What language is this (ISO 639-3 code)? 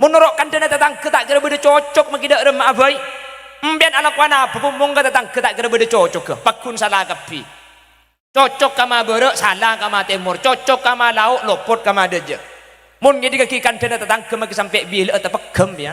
mad